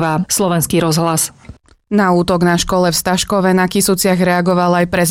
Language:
Slovak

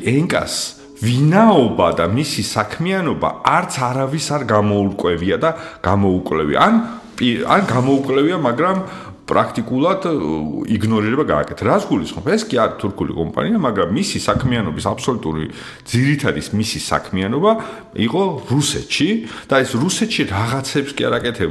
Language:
Georgian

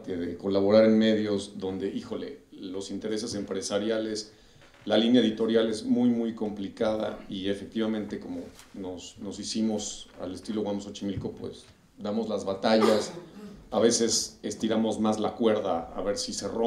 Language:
Spanish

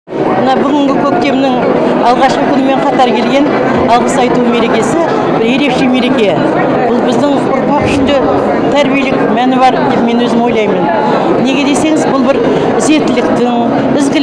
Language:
Kazakh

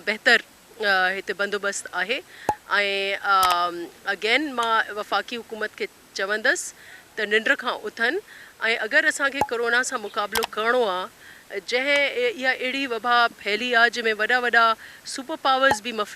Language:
Sindhi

